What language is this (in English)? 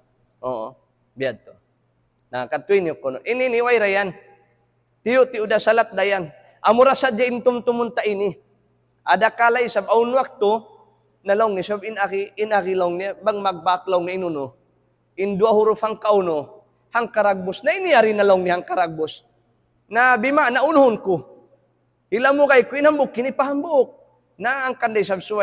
Tausug